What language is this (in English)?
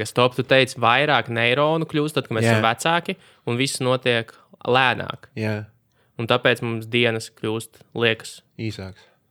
Latvian